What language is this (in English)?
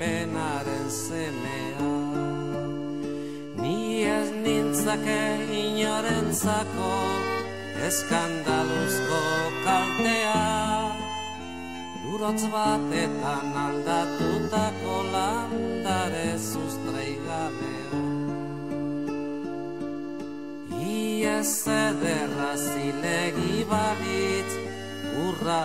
Basque